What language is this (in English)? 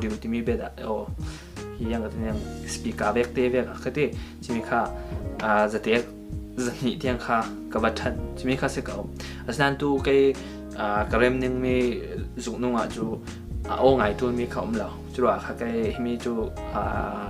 Falam Chin